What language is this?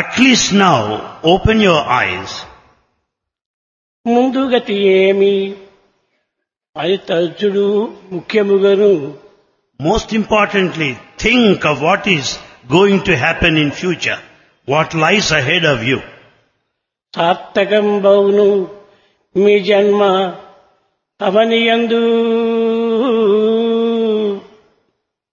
Telugu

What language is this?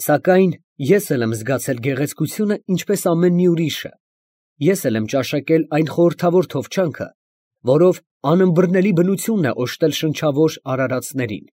Armenian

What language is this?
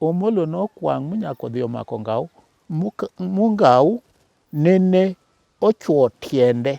Luo (Kenya and Tanzania)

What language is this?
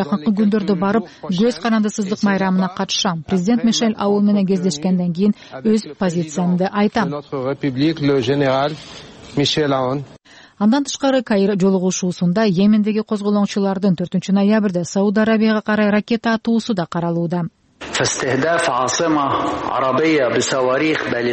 Kyrgyz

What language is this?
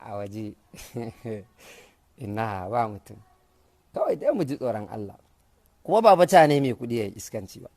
Hausa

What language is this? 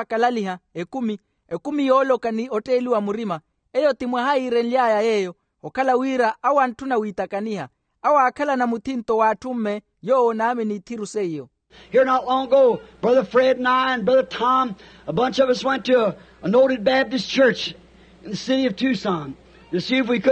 Makhuwa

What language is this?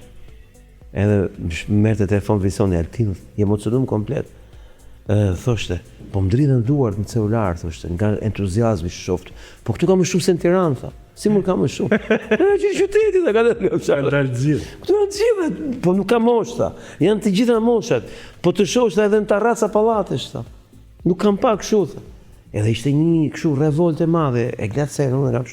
Albanian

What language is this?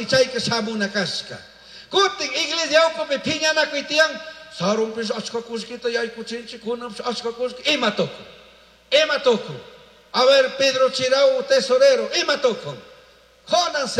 Chimborazo Highland Quichua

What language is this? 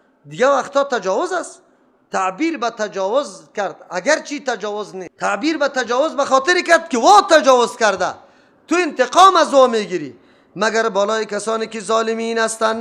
Persian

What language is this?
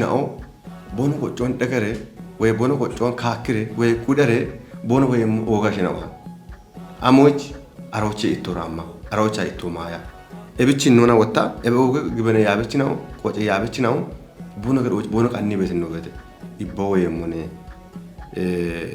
Kafa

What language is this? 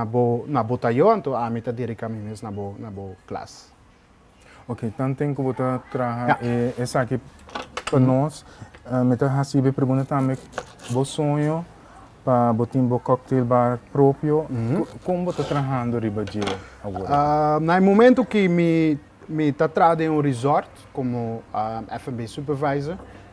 Papiamento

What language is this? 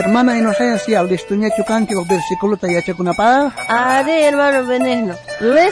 South Bolivian Quechua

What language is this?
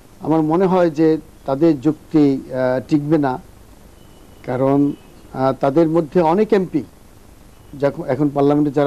Bangla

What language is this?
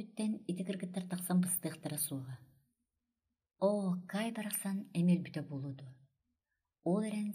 Yakut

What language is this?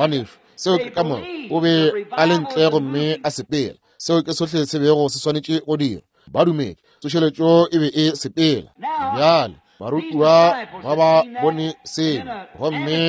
Northern Sotho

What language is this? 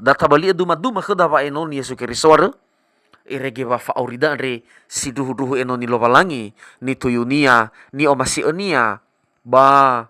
Nias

